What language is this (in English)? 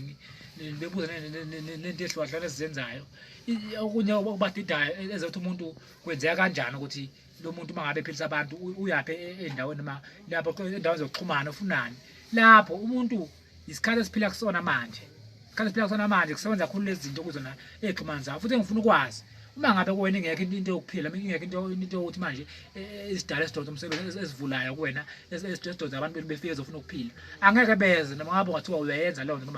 Zulu